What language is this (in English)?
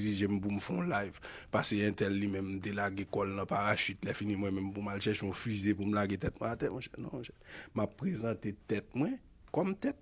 Haitian Creole